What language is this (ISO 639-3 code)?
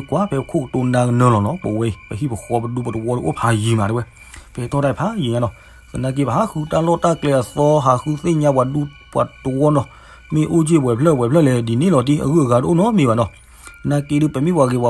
ksw